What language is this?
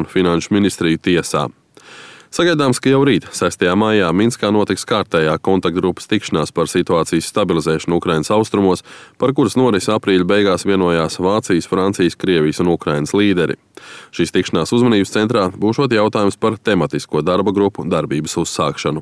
Latvian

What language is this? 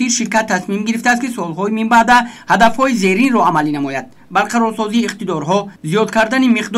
Tajik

